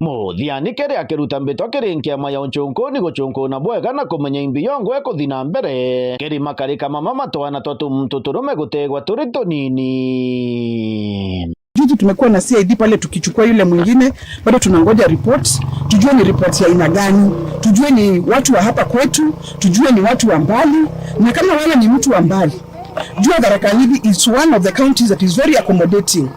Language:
Meru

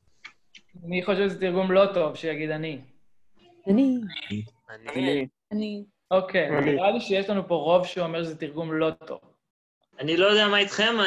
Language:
Hebrew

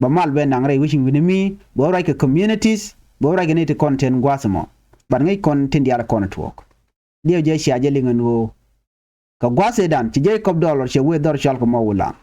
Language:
Nuer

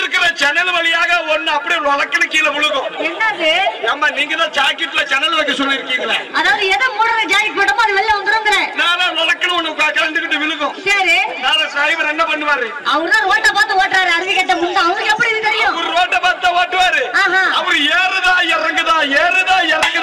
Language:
Tamil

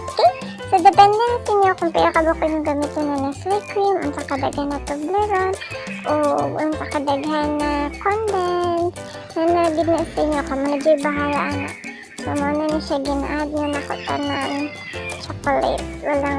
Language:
Cebuano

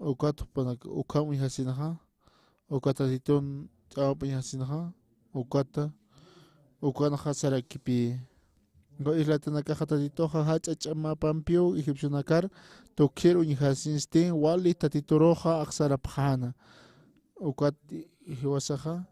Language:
Aymara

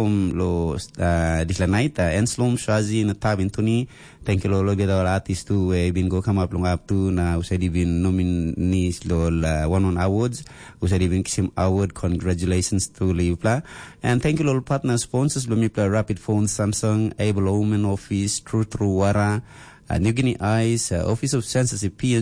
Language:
Tok Pisin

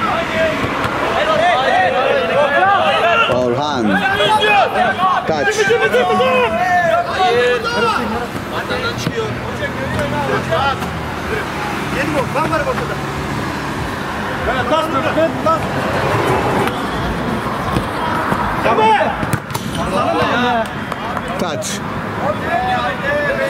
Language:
Turkish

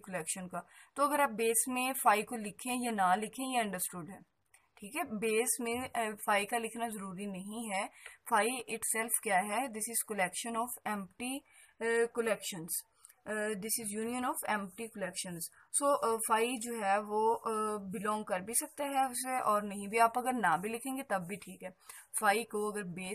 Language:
Hindi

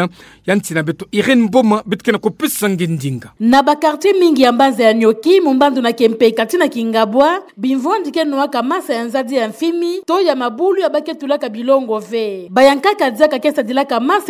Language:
Kituba (Democratic Republic of Congo)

